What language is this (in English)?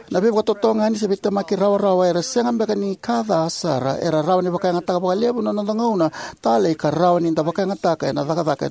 Fijian